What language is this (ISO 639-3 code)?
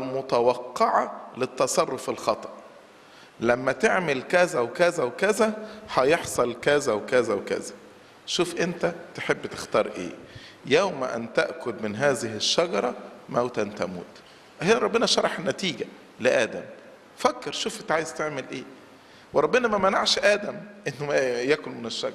arz